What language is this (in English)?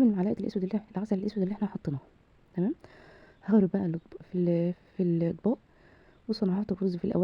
Egyptian Arabic